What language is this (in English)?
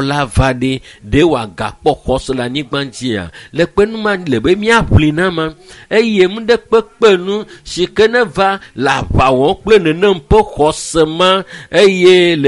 Ewe